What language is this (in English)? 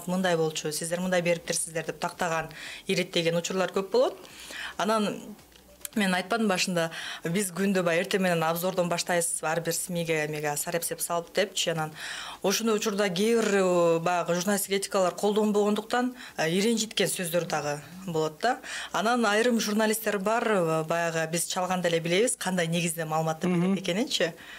Kyrgyz